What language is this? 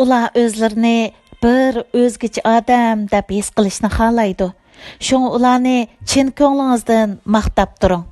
Uyghur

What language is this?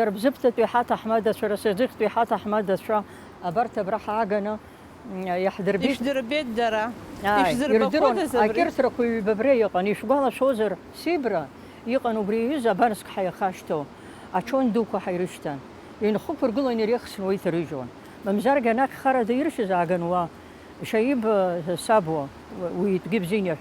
Abkhazian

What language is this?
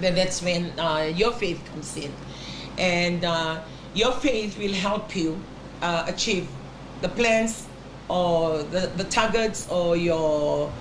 Fijian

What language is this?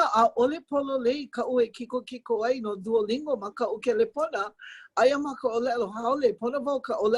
Hawaiian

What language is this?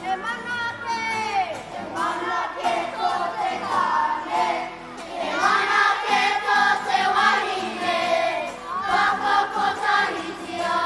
Māori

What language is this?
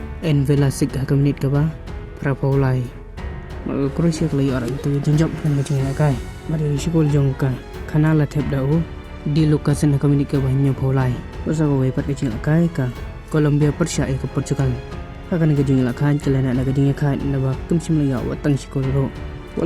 Khasi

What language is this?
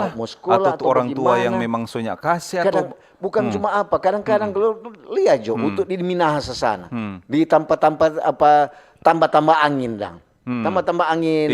Manado Malay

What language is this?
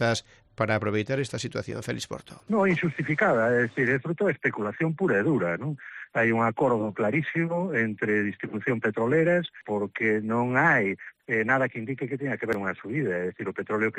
Galician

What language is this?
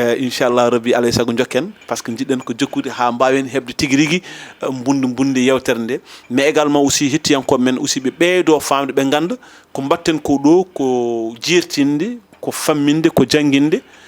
Fula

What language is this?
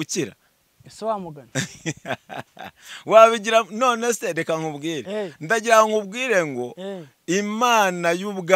Kinyarwanda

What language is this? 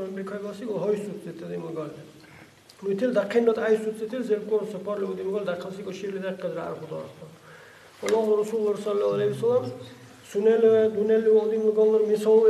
Dargwa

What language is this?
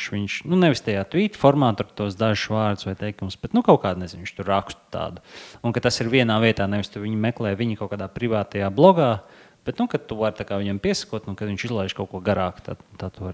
Latvian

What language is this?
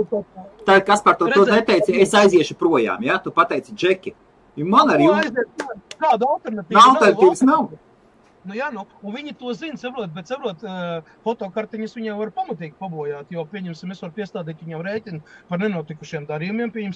Latvian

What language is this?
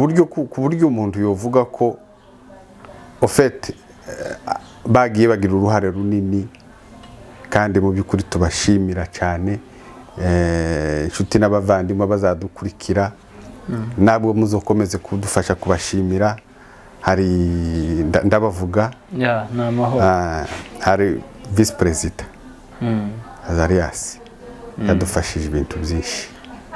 Kinyarwanda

